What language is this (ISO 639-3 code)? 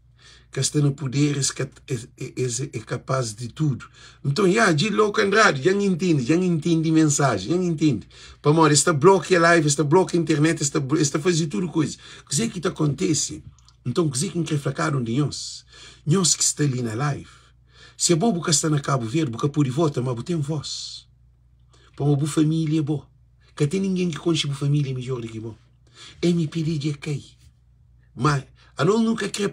kea